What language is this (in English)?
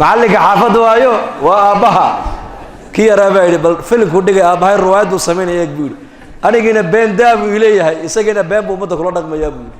Somali